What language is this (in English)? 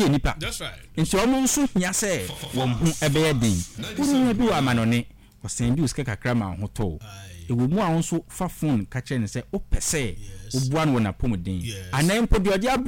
Akan